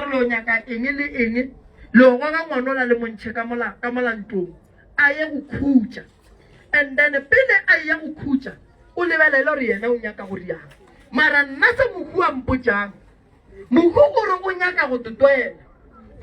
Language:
Northern Sotho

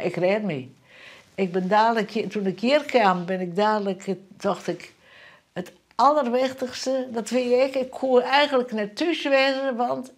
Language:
Western Frisian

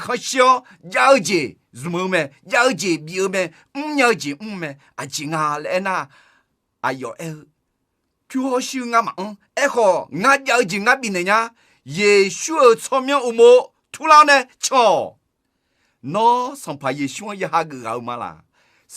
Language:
Akha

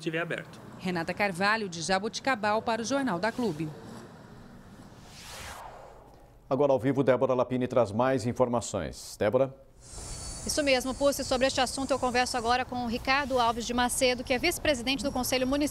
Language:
Portuguese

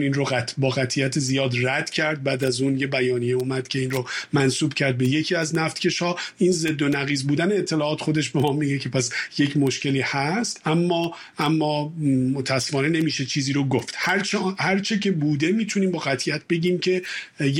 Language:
Persian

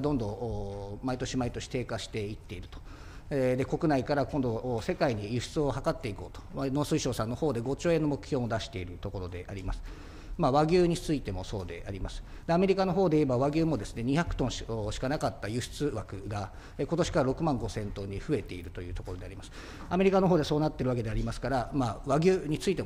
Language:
Japanese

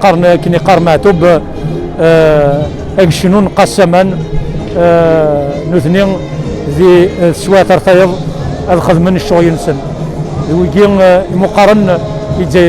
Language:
Kabyle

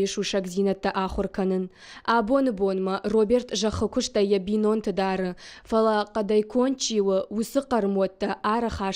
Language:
Ossetic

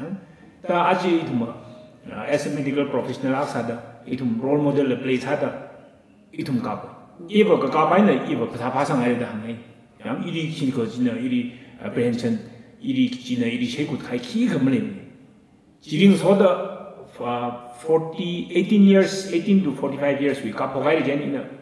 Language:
Tangkhul Naga (India)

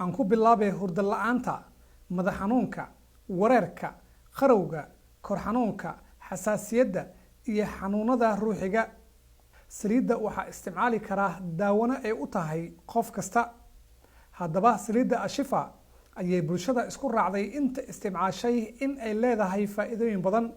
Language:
Somali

